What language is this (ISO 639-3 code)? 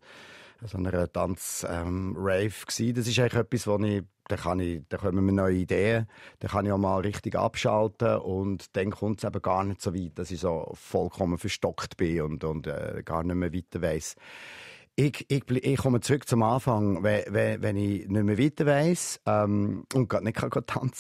gsw